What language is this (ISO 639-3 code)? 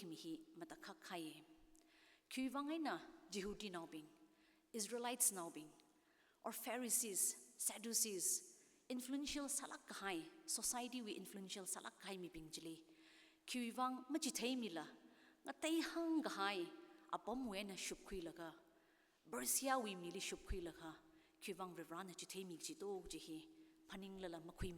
nmf